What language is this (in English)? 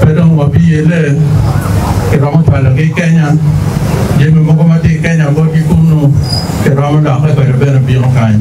Acoli